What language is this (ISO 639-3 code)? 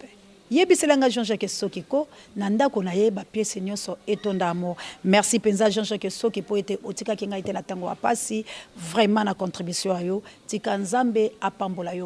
lin